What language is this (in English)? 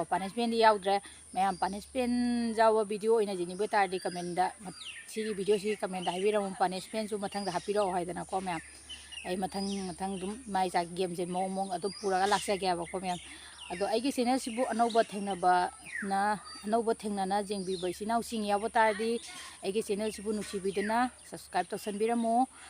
Manipuri